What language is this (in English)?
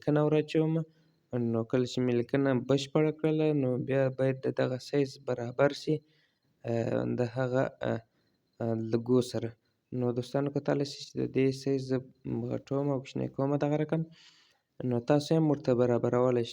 Pashto